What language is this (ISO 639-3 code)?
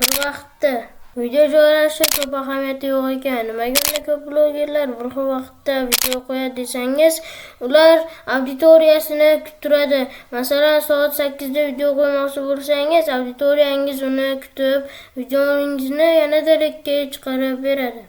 uzb